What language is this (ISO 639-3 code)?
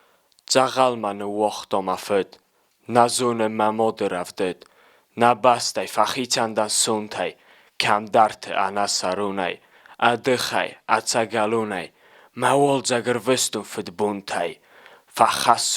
oss